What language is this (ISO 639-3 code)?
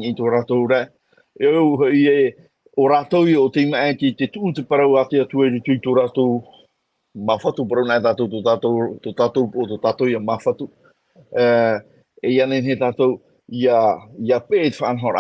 tah